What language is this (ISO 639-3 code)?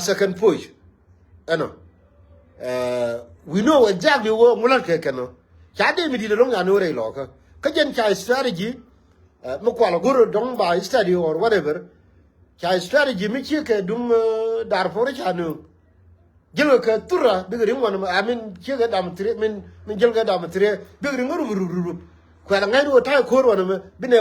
nus